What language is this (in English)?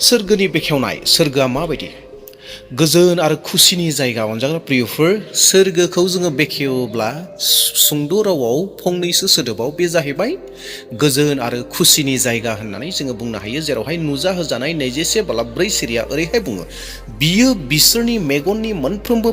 Bodo